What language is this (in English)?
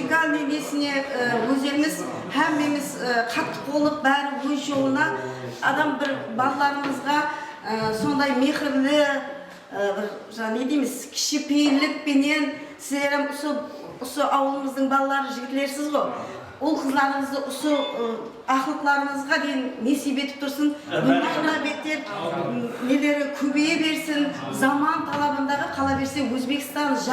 Kara-Kalpak